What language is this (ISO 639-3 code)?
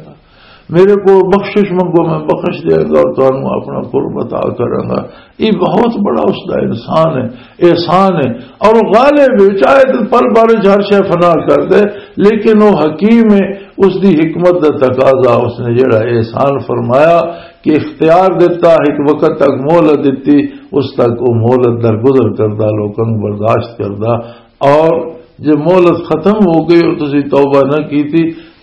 lah